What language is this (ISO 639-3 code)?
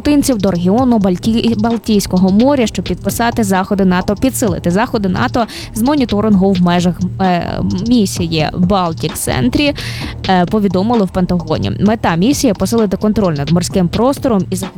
ukr